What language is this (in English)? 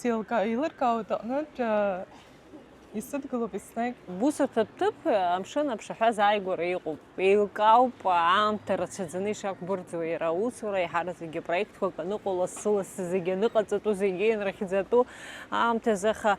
Abkhazian